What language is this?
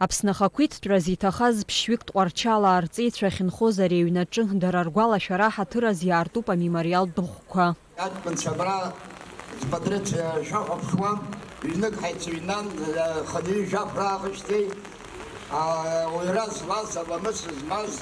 Abkhazian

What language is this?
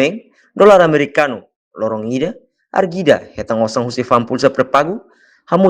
Tetum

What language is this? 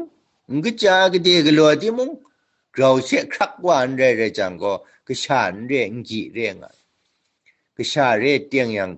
Kachin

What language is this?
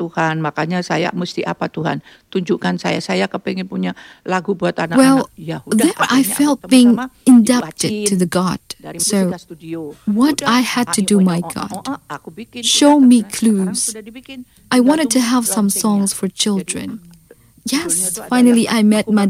Indonesian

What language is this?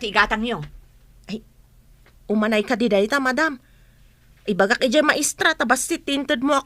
Iloko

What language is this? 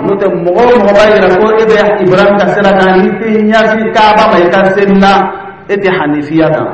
Dyula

